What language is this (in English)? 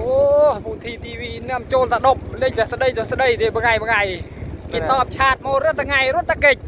Khmer